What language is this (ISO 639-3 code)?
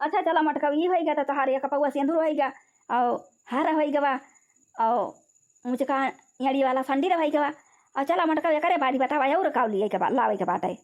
awa